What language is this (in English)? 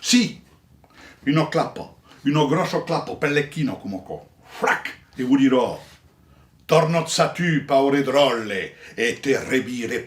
Occitan